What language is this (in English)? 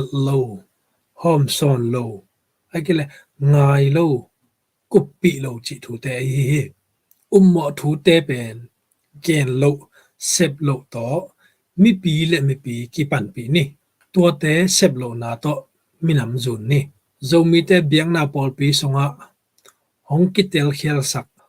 Tedim Chin